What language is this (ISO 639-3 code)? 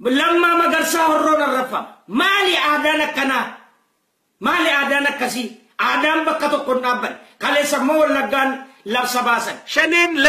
orm